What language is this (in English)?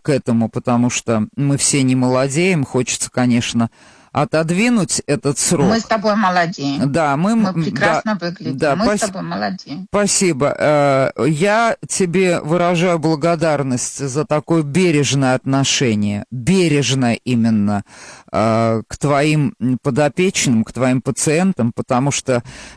Russian